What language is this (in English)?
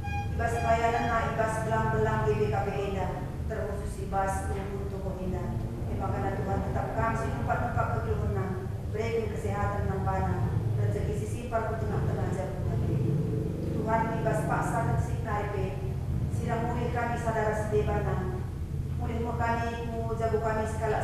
Batak Karo